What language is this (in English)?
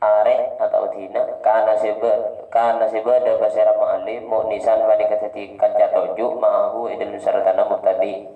Madurese